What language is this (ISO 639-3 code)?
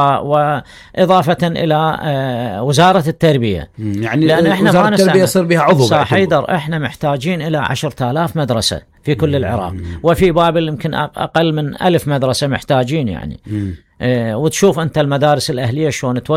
acm